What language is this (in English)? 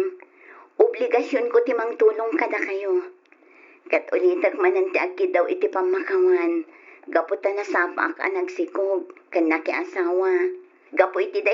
Iloko